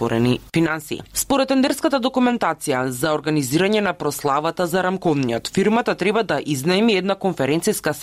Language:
Macedonian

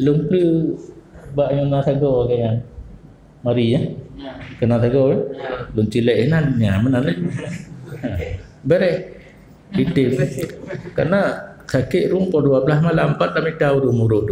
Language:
Achinese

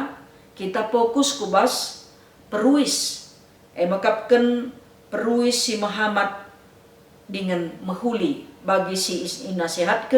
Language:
Batak Karo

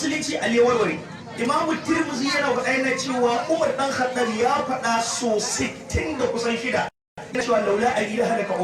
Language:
Hausa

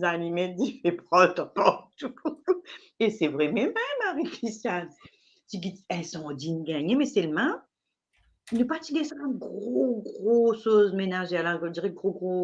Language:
Morisyen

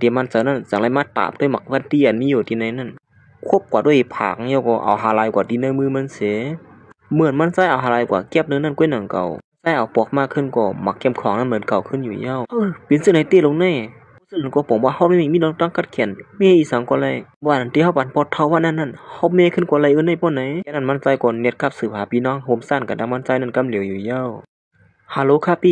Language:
Shan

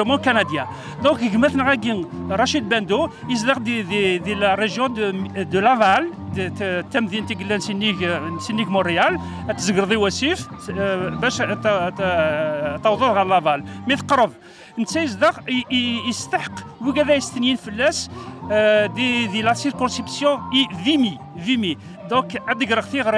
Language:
Kabyle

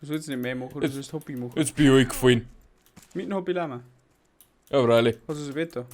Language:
Bavarian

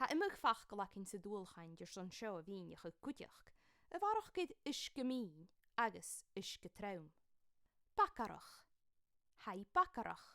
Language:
Scottish Gaelic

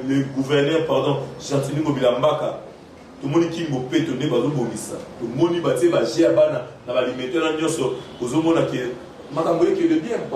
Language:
Lingala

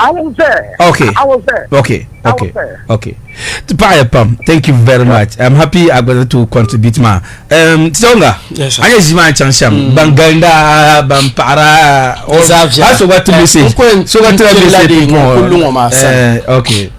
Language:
Dagbani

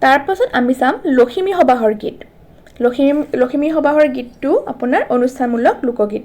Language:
Assamese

